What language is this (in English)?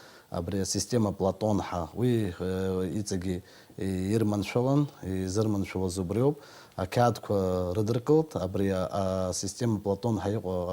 Abkhazian